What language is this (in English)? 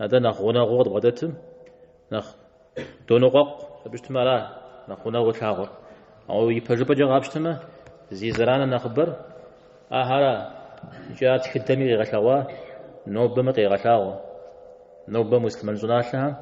Kabardian